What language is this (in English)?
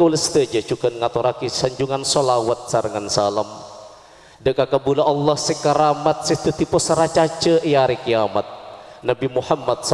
Madurese